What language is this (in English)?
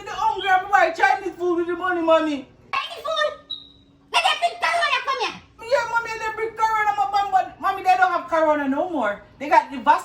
Jamaican Creole English